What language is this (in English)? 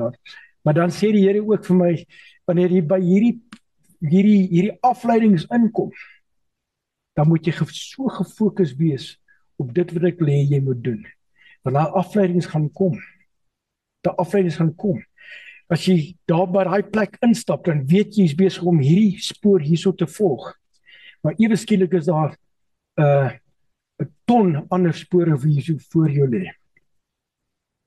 Afrikaans